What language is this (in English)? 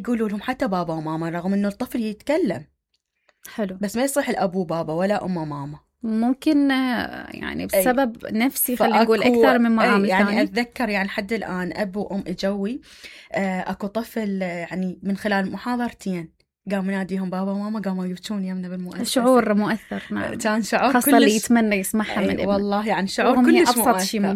Mesopotamian Arabic